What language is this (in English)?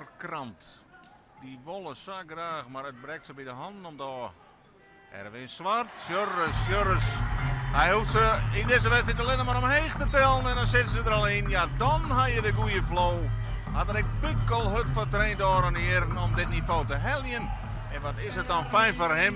Western Frisian